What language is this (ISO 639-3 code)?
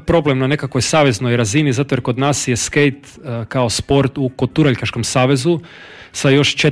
hrv